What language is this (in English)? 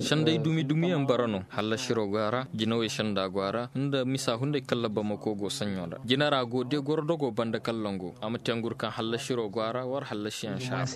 Koyraboro Senni